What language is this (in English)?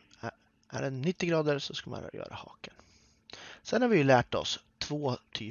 Swedish